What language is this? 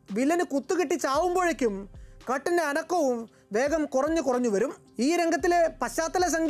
Malayalam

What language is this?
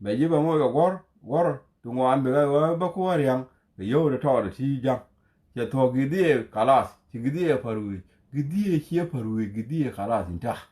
Nuer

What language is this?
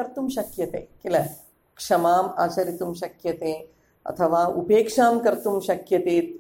Sanskrit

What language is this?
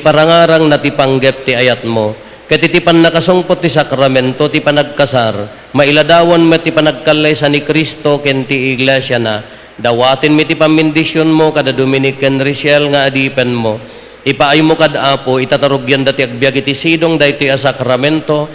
Iloko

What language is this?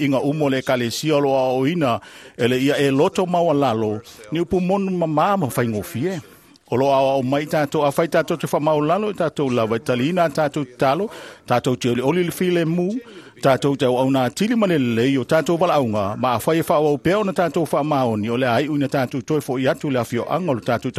Samoan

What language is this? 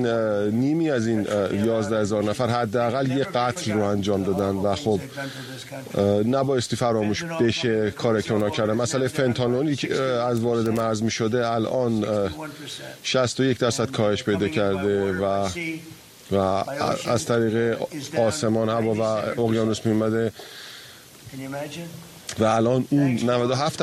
Persian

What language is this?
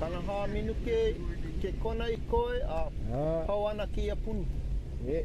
Hawaiian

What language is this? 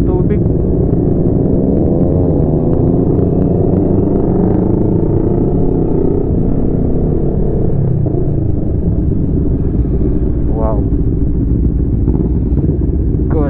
Filipino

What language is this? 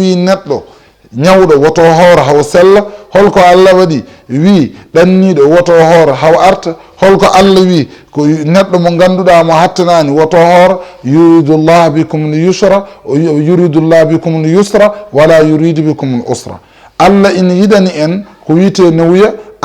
Fula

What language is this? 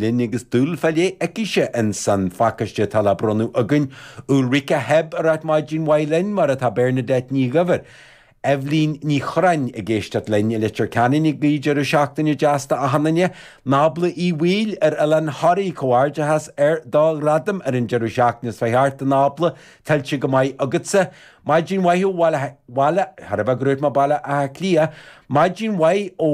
Irish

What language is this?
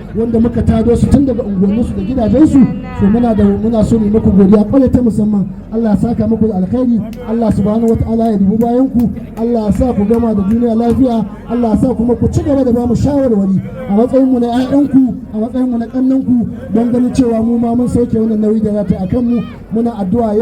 Hausa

